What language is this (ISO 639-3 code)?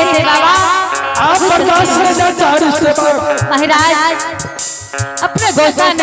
anp